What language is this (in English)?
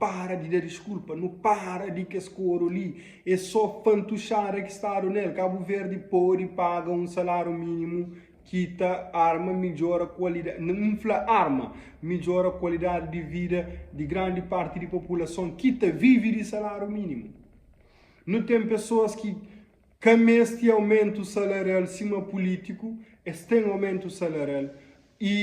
Kabuverdianu